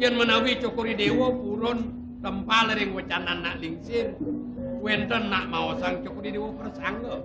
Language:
Balinese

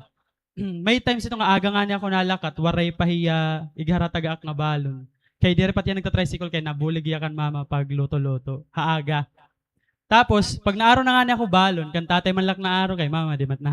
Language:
Waray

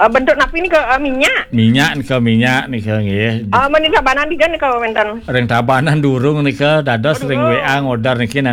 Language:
Balinese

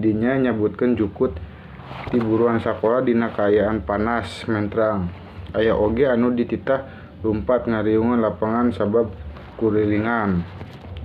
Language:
Sundanese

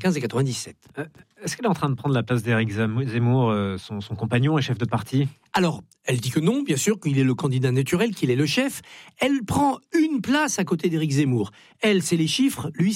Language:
French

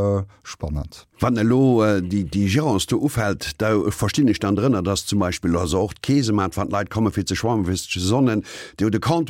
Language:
Luxembourgish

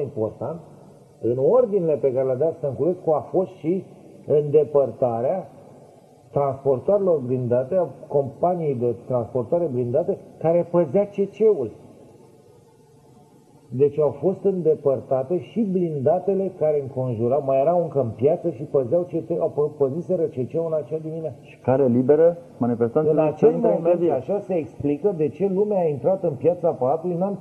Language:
Romanian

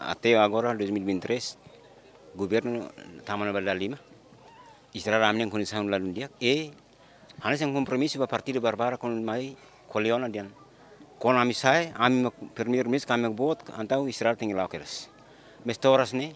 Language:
Tetum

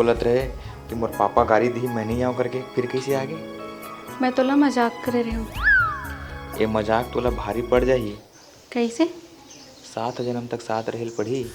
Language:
Chhattisgarhi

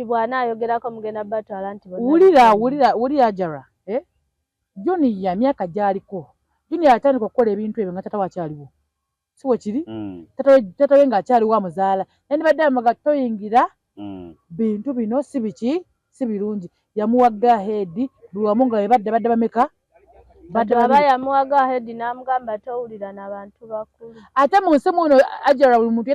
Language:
Ganda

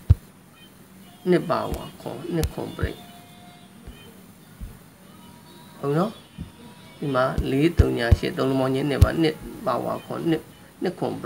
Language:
Burmese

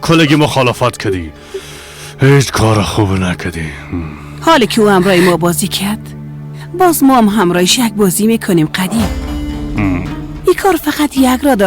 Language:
Persian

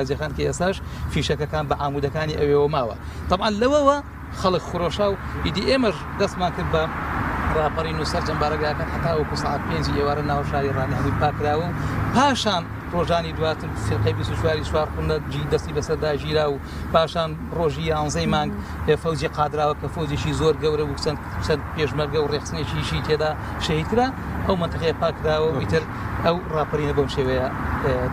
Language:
Central Kurdish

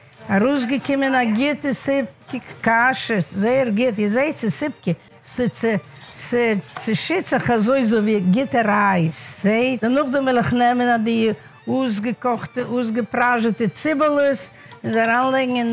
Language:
Yiddish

